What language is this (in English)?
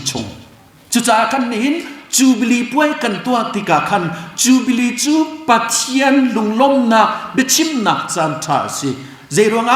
Hakha Chin